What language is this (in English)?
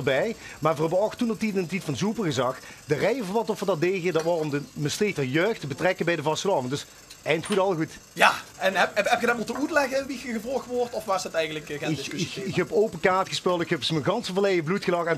Limburgish